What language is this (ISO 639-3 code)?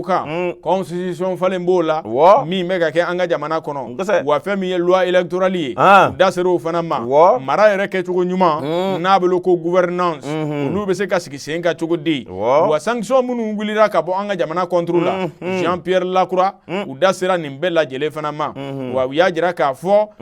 bam